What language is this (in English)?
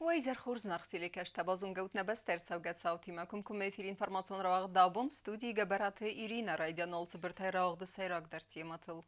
Ossetic